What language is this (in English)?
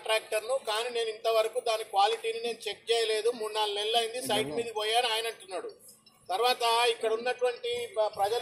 Telugu